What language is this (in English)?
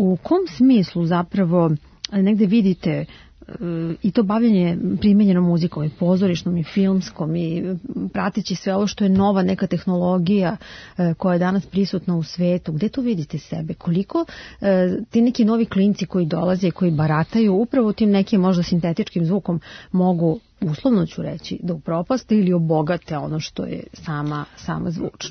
Serbian